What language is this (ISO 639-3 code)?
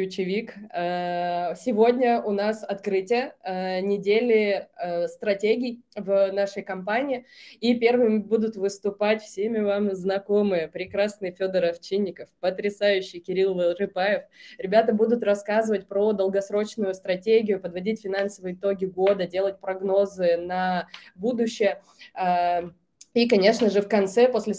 rus